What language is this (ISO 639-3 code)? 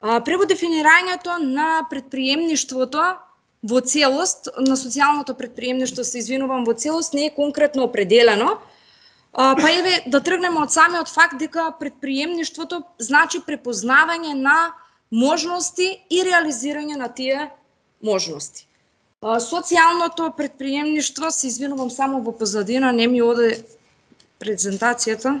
mkd